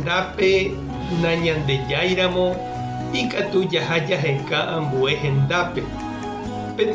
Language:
Guarani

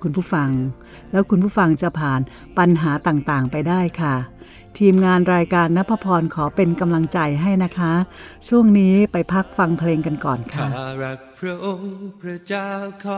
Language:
Thai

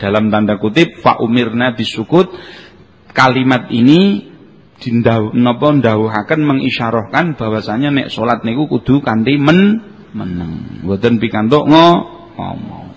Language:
Javanese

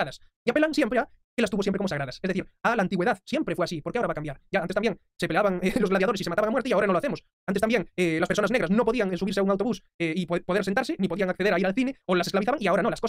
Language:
Spanish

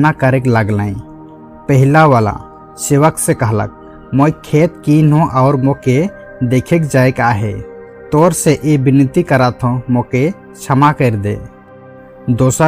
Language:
Sadri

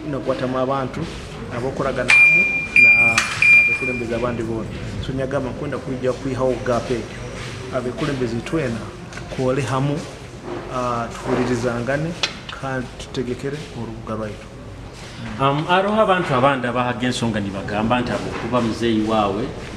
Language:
Nyoro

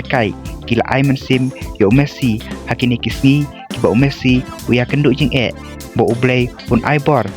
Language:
Khasi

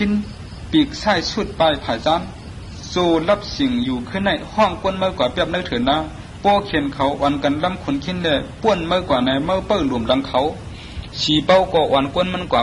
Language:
Shan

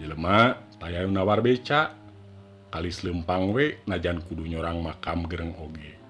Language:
Sundanese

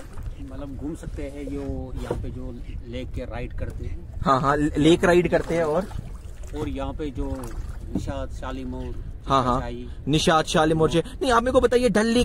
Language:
Hindi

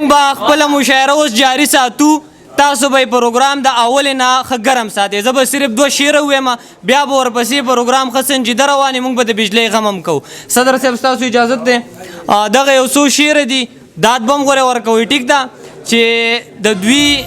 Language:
Pashto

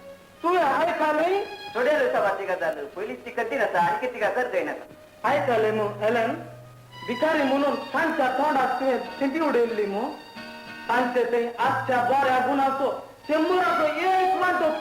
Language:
Konkani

